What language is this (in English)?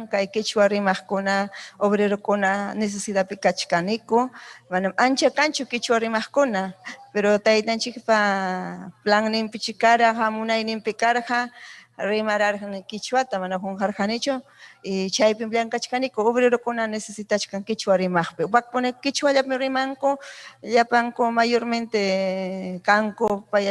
Ayacucho Quechua